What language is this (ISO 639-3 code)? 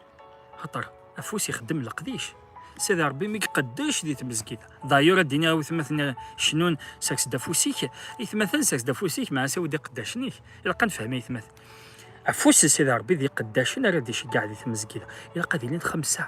kab